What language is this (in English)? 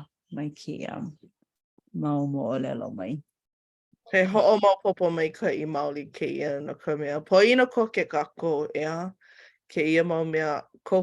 Hawaiian